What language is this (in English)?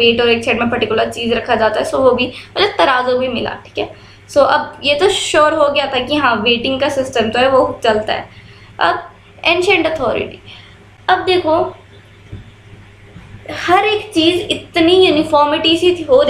Hindi